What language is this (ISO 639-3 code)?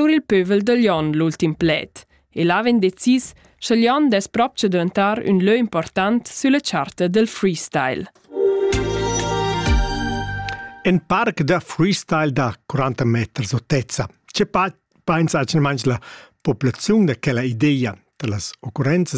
ita